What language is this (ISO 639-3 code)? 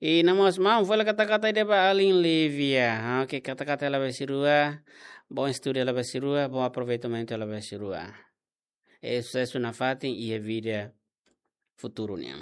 tet